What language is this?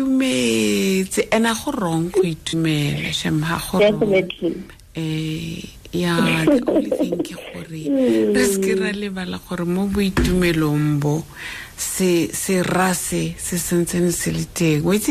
Tswana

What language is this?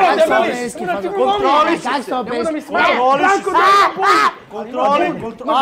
Serbian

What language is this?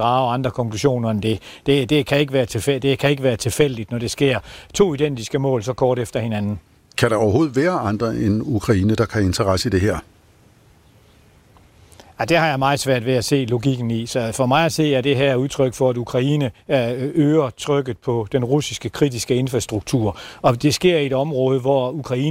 Danish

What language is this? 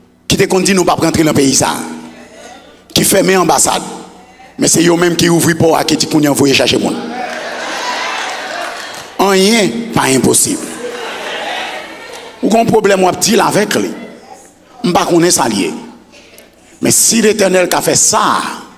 French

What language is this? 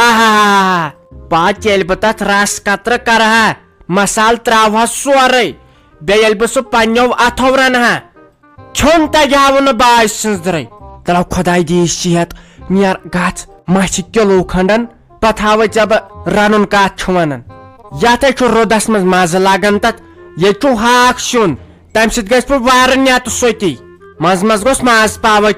Kashmiri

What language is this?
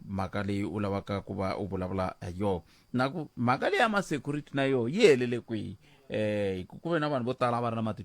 Tsonga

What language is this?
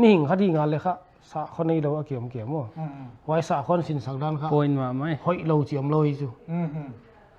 Paite Chin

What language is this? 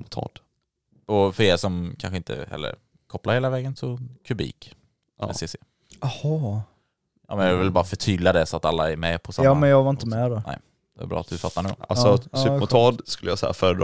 Swedish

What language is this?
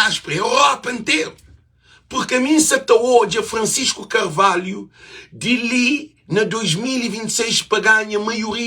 Kabuverdianu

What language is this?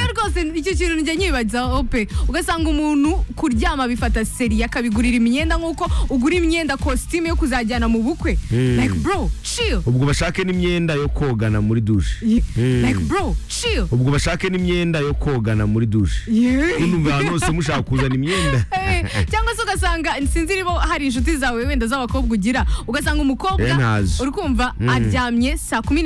Kinyarwanda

